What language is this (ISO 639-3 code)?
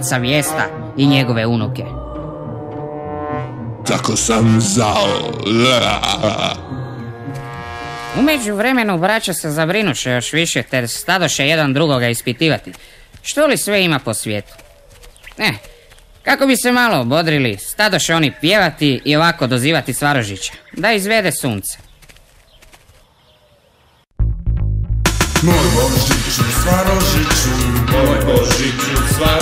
hrv